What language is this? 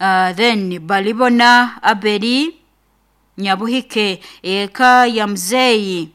Nyoro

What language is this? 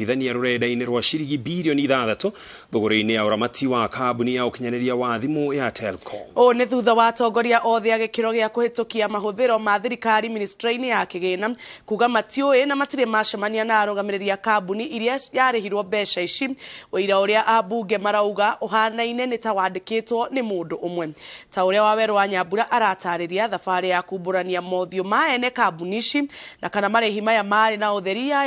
Kikuyu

